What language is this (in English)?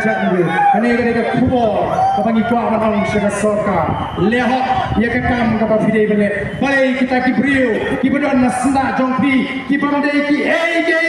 Khasi